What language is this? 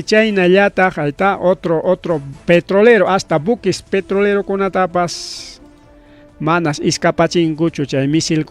Ayacucho Quechua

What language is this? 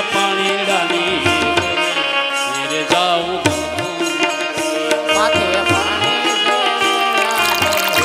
Gujarati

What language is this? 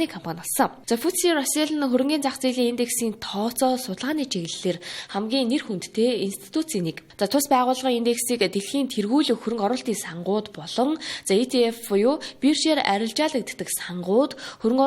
Mongolian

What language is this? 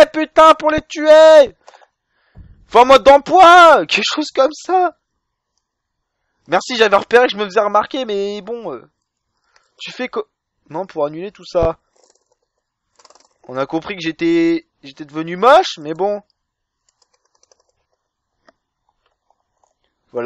French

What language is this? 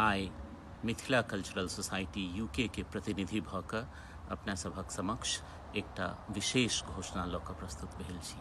Maithili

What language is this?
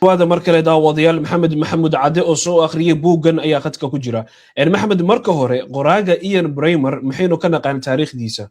Somali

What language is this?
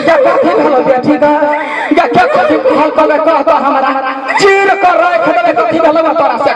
Maithili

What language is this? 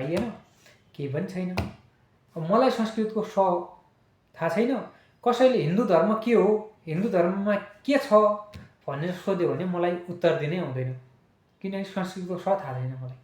Nepali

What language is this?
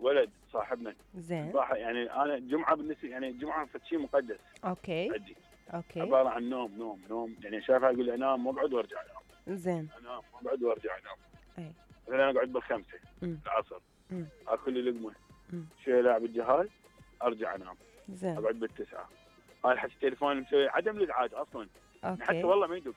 Mesopotamian Arabic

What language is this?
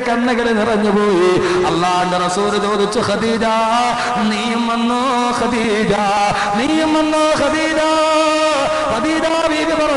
Malayalam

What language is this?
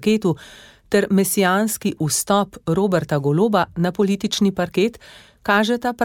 Slovenian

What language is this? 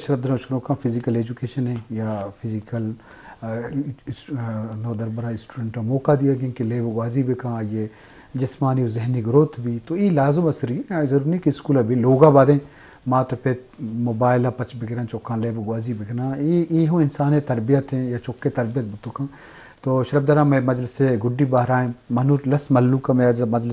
Baluchi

